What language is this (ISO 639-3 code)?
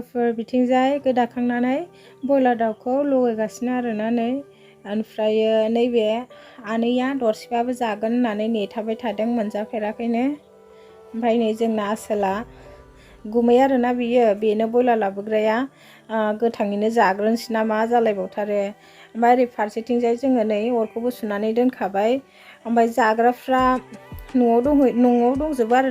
brx